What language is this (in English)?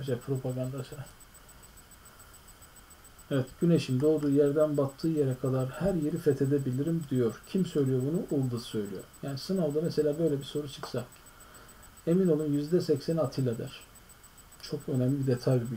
Turkish